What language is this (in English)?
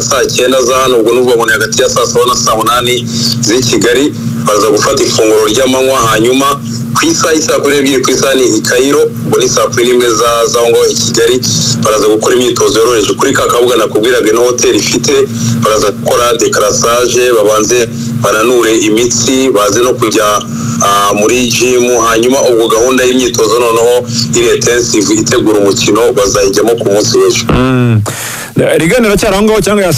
Kinyarwanda